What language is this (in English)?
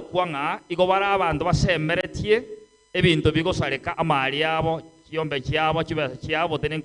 Gusii